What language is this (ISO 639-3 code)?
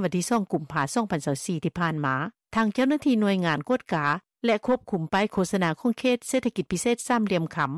lao